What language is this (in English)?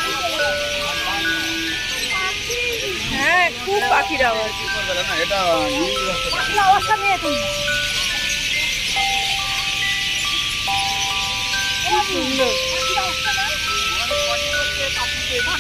Bangla